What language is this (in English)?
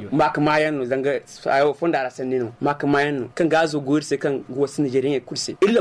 Zarma